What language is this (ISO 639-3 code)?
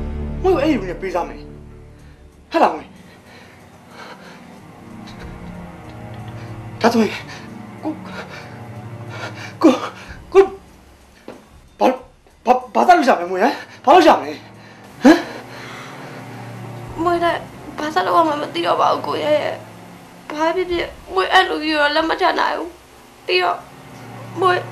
mya